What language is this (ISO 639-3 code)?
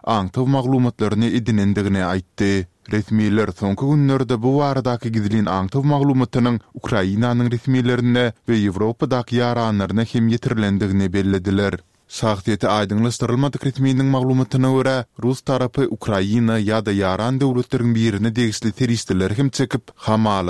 tuk